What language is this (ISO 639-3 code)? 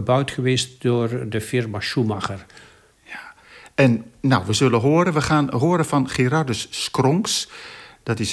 nld